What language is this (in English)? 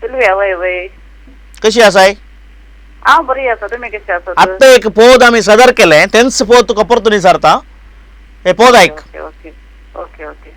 Konkani